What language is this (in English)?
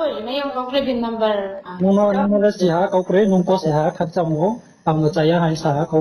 Riang (India)